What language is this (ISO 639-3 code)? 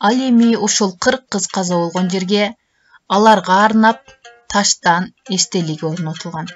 kir